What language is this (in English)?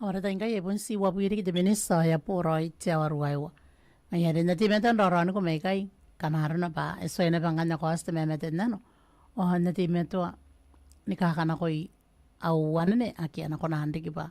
Gilbertese